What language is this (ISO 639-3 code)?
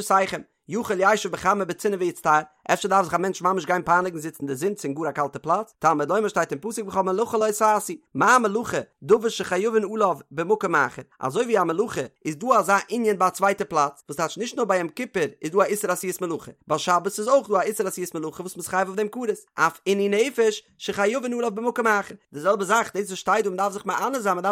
yid